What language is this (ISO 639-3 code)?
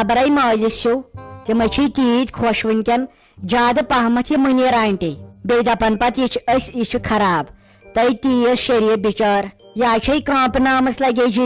kas